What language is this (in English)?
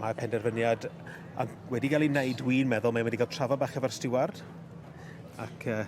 Welsh